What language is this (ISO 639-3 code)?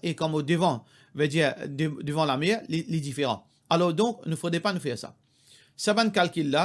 mfe